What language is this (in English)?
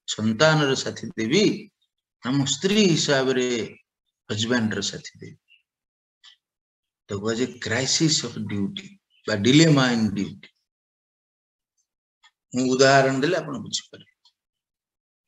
Odia